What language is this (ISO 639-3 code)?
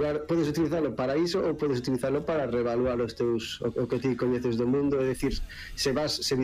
glg